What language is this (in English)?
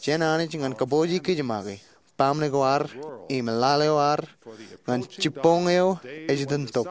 Marshallese